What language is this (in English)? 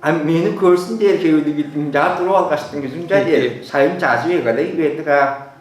Tuvinian